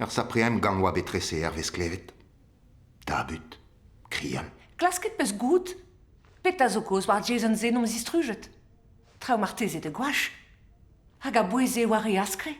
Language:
Breton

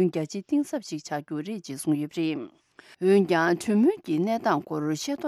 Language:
Tibetan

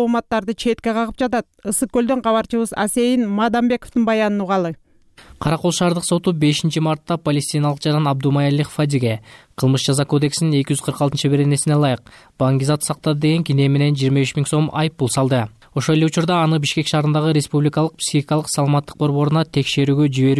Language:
Kyrgyz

